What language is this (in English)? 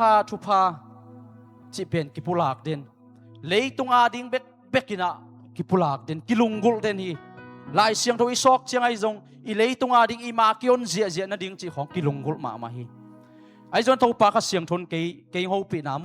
Tedim Chin